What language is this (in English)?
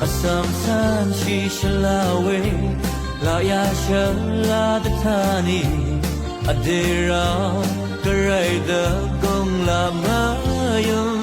Rawang